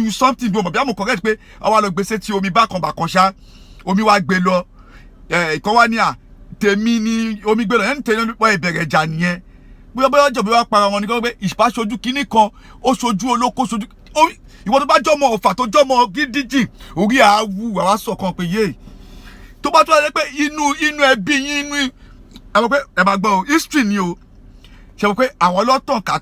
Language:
Yoruba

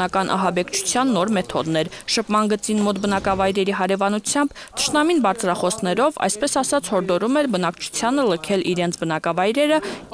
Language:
Armenian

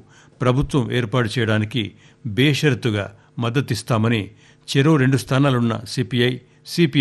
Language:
Telugu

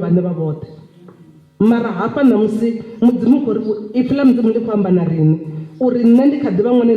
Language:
Venda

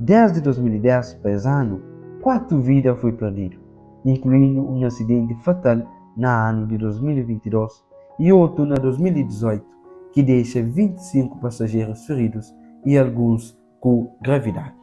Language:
Kabuverdianu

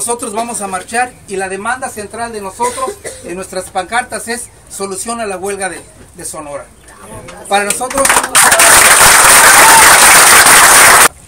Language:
Spanish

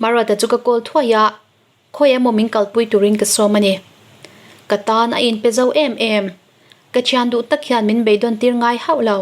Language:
Mizo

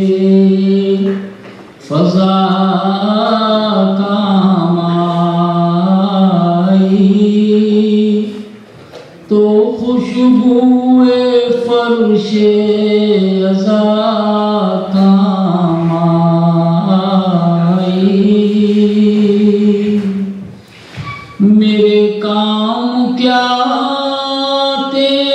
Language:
Urdu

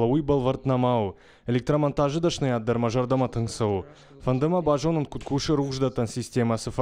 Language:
Ossetic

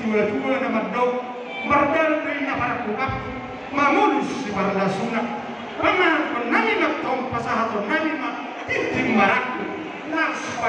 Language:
Batak Toba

